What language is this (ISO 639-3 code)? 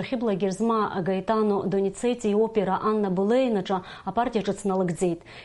abk